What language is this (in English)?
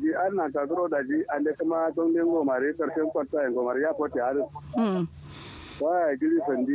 Kanuri